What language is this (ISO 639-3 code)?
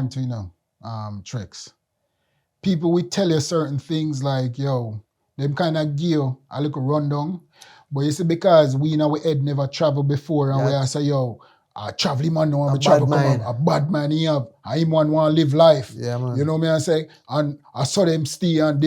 jam